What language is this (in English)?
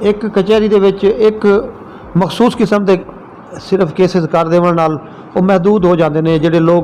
Saraiki